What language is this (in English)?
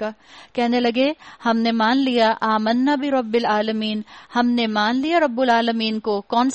Urdu